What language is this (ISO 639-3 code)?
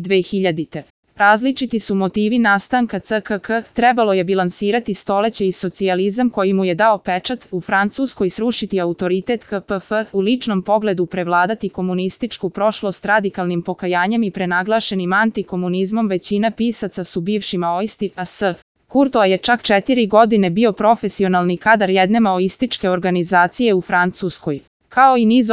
srp